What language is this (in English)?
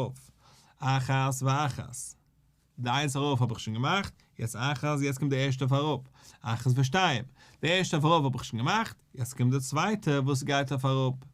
Yiddish